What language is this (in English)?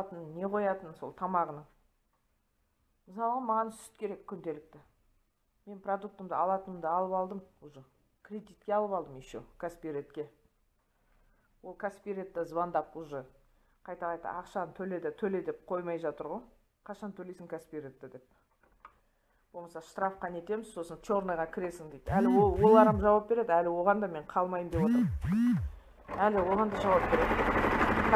Kazakh